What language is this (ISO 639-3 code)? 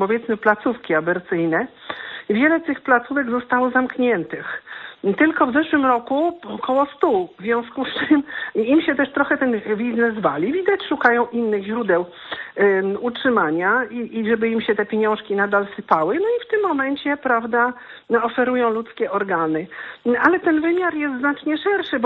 pol